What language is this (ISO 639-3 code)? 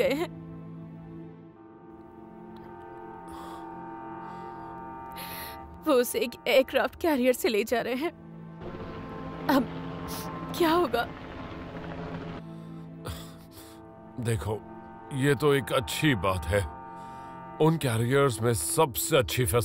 hin